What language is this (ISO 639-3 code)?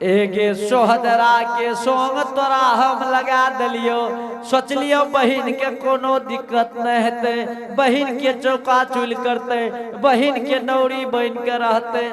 anp